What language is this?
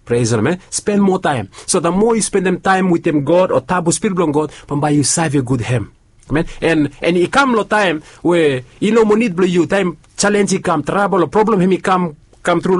Bislama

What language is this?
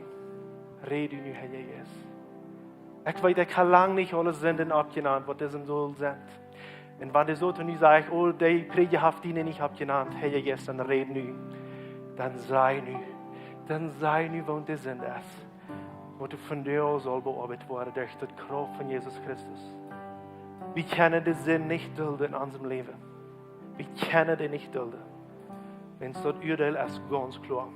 Plautdietsch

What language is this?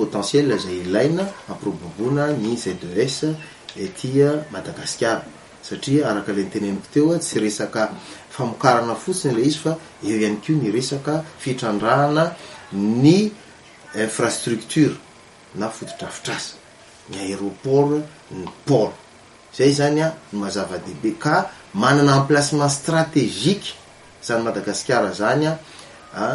Malagasy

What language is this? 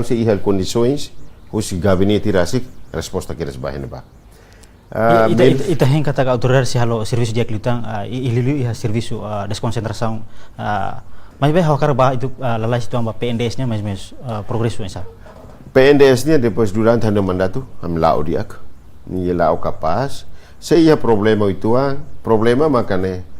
Tetum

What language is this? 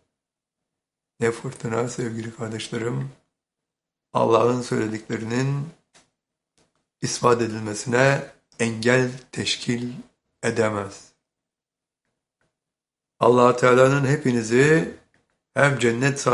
Turkish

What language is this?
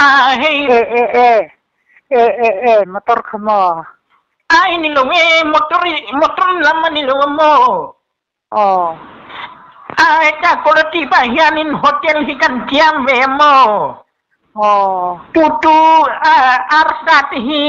Mizo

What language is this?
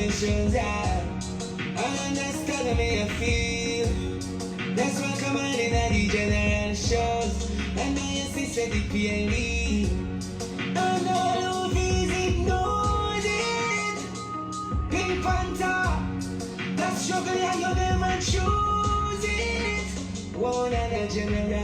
Jamaican Creole English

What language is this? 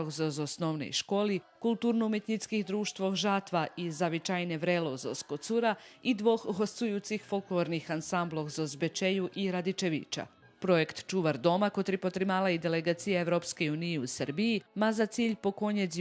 Rusyn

